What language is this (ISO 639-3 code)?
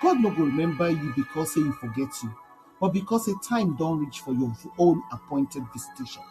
pcm